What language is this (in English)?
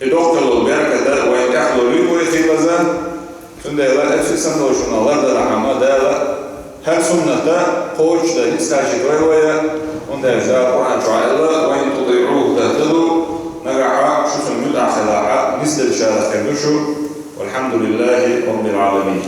Chechen